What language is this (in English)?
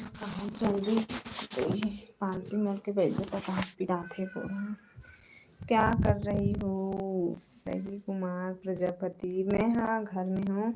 Chhattisgarhi